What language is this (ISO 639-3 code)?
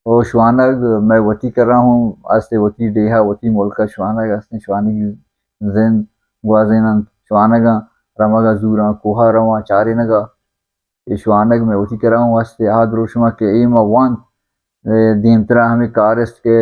bal